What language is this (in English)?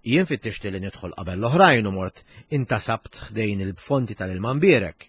Maltese